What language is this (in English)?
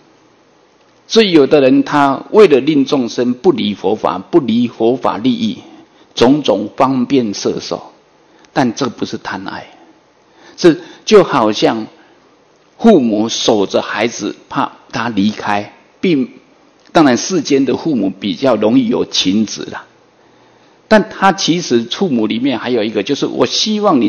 Chinese